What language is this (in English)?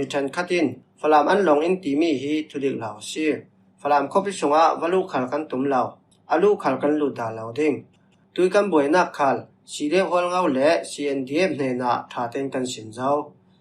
Falam Chin